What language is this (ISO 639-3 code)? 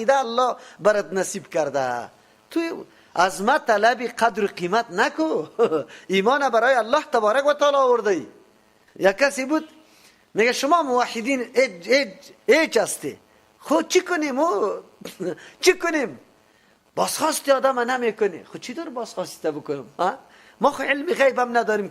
fas